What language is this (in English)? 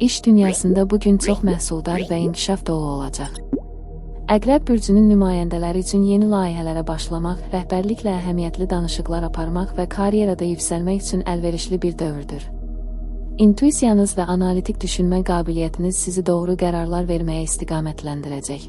Azerbaijani